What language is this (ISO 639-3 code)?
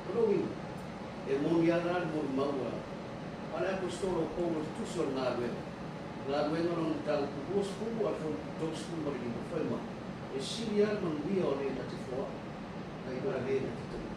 smo